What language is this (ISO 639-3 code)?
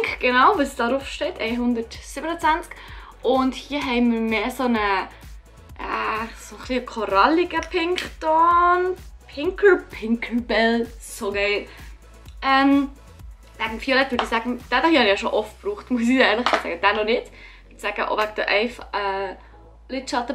gsw